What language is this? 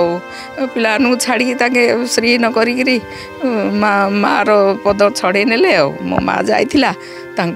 Odia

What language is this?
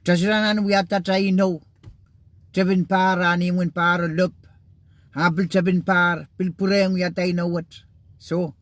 Pohnpeian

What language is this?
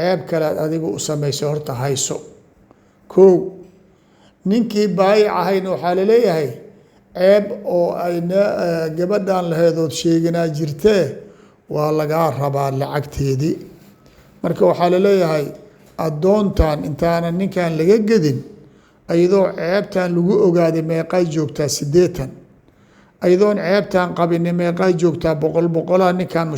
Somali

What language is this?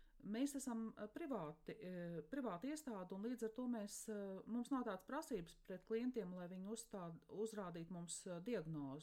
Latvian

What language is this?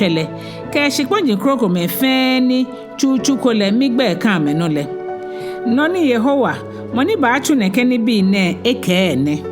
Ga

